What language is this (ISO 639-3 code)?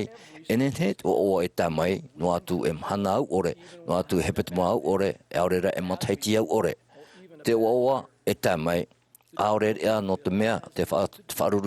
tah